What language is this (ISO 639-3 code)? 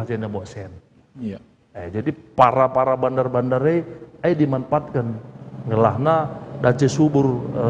btx